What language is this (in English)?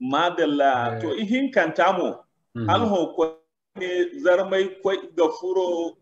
Zarma